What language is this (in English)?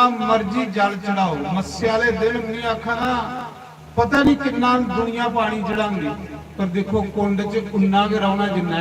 Dogri